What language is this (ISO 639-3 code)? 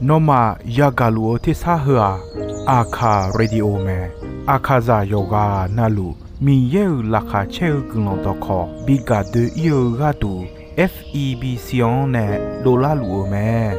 ahk